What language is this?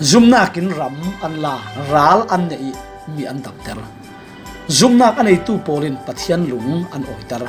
Falam Chin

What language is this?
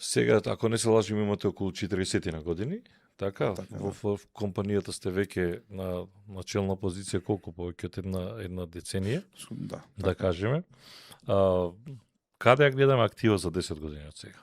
Macedonian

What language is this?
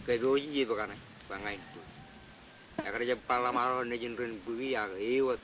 Marshallese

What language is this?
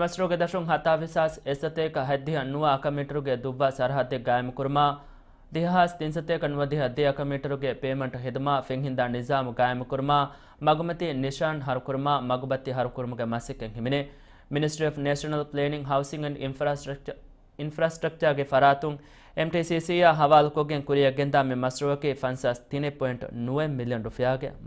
Divehi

